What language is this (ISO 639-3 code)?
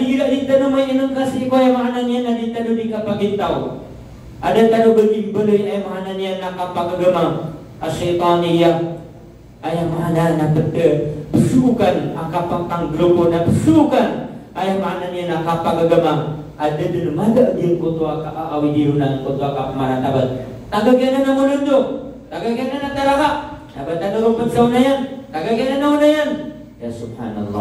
mrw